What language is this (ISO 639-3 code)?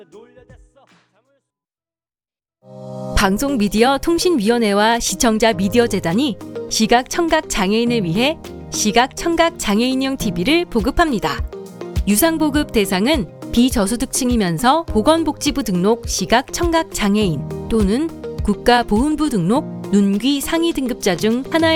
kor